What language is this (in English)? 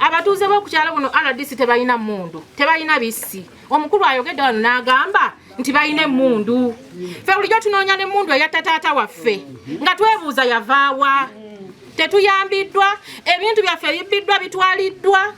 Ganda